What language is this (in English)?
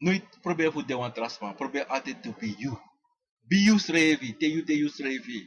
Sranan Tongo